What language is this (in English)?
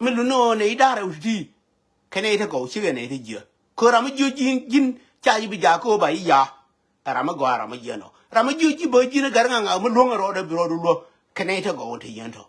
Nuer